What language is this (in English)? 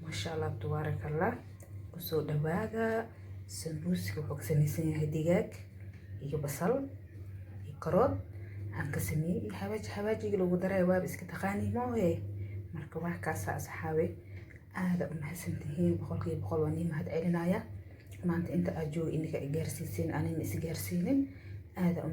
Somali